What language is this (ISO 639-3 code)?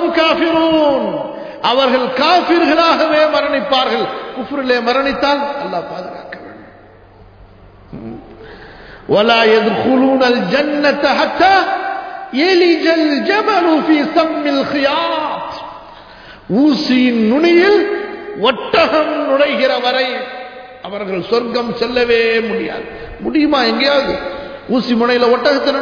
tam